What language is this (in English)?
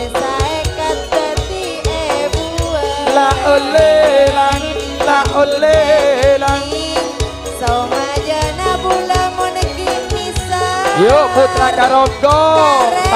Madurese